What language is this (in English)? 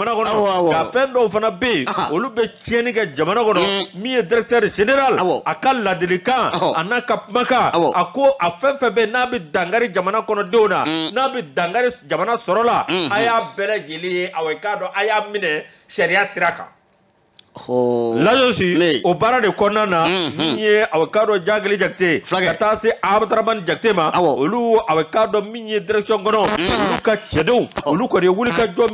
Bambara